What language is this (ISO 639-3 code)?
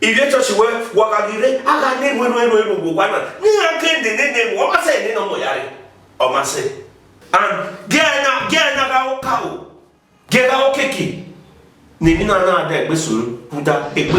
bin